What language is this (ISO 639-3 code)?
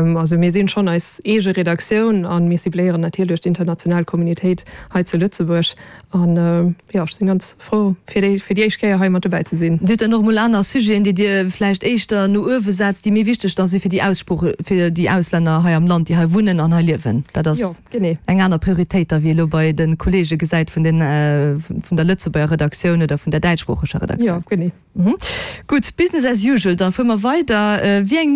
ltz